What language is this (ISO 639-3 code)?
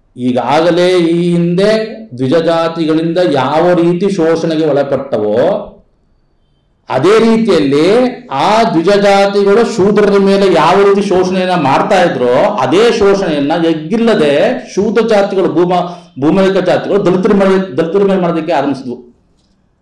kan